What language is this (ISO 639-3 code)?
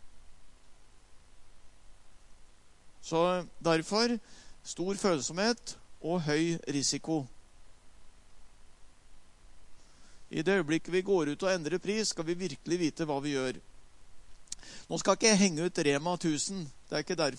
nor